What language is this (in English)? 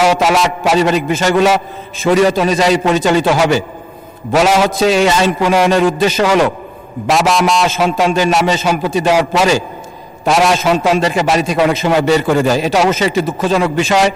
Bangla